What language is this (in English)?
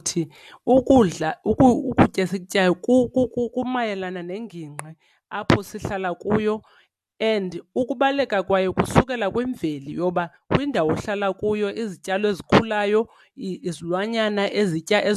Xhosa